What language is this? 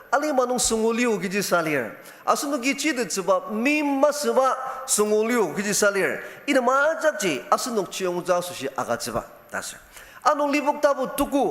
Ao Naga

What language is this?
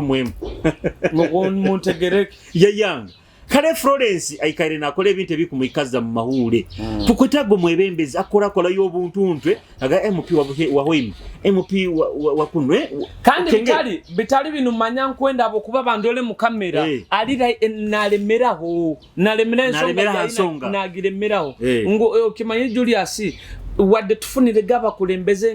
Nyoro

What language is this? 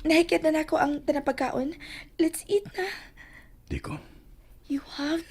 Cebuano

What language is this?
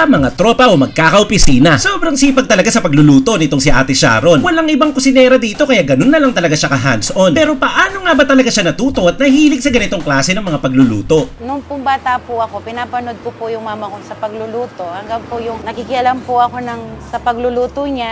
Filipino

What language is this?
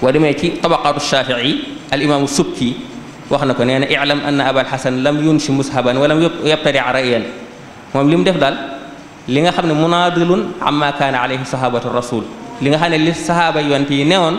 Wolof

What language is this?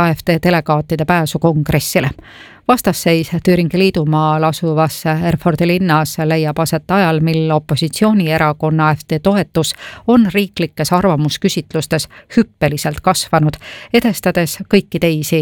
Estonian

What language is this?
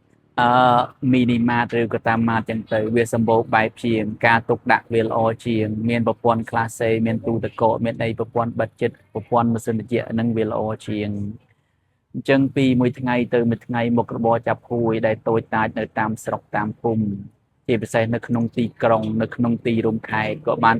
Khmer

